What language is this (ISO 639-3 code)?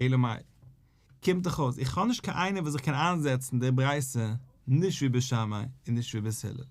yid